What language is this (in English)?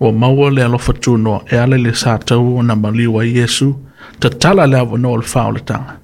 Samoan